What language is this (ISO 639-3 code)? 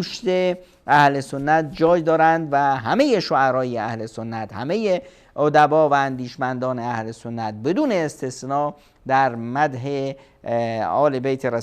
fas